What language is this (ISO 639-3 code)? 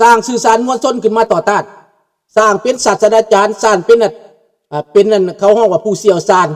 lao